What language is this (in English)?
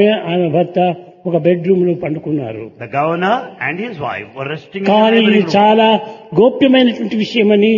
Telugu